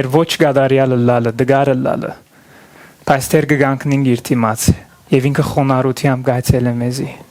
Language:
Western Armenian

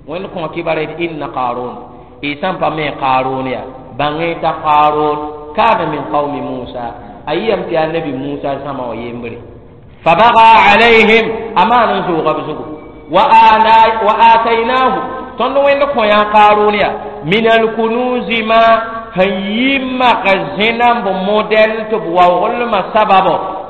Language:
Mossi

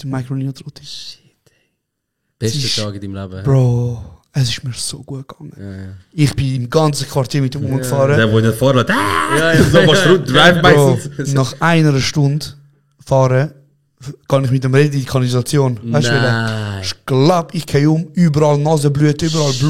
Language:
Swiss German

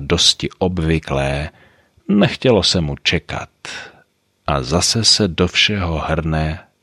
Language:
Czech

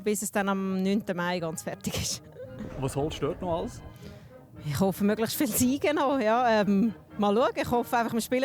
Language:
Swiss German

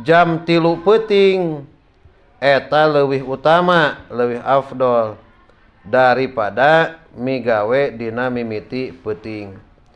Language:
Sundanese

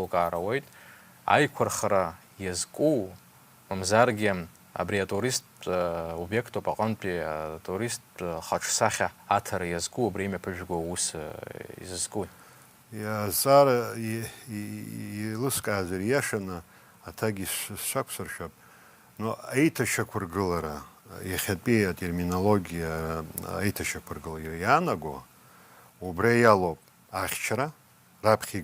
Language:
Abkhazian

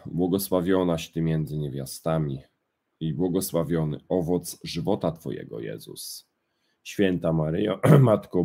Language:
Polish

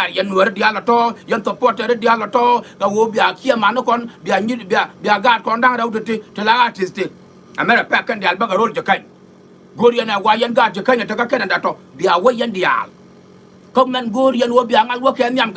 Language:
Nuer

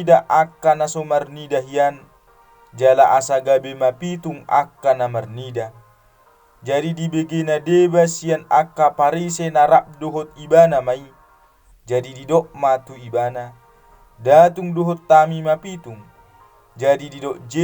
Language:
Batak Toba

